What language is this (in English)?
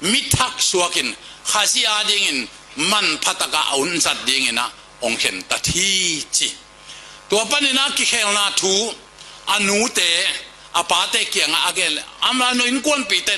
Tedim Chin